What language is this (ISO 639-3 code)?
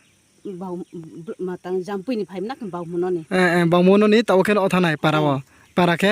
ria